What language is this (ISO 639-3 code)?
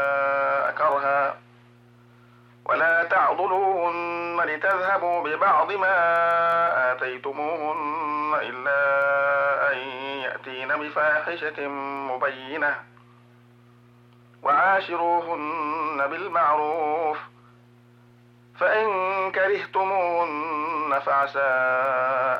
ara